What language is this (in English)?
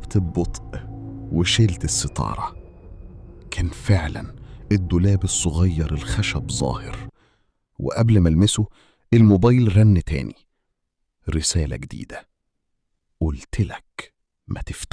Egyptian Arabic